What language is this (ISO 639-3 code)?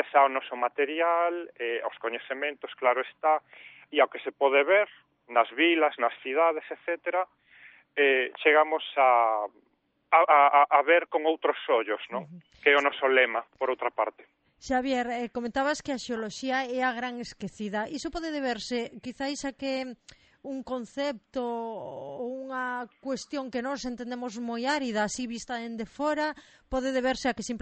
glg